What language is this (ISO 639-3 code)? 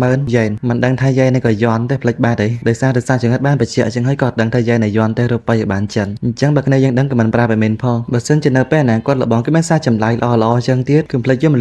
khm